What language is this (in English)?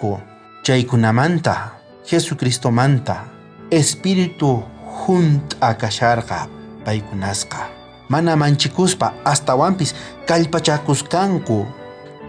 South Bolivian Quechua